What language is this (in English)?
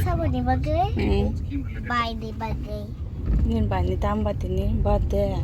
Kok Borok